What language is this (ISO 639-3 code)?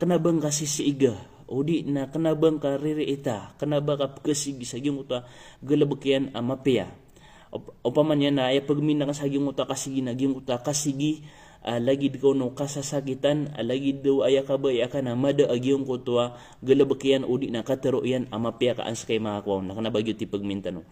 mrw